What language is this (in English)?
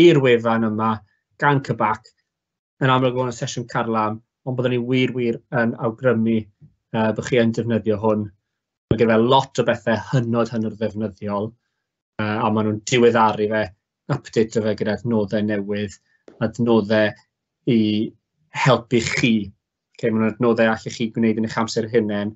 Welsh